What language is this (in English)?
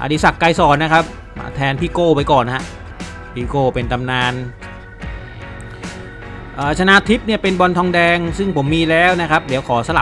Thai